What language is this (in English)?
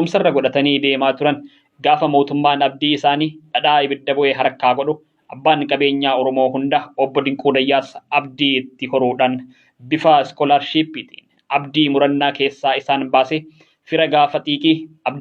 Oromo